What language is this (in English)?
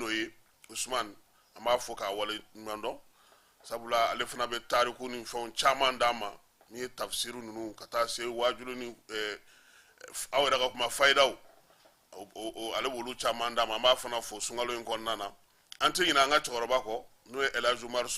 Bambara